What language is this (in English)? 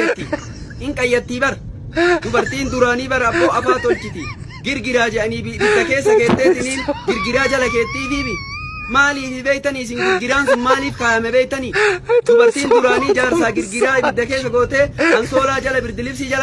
Oromo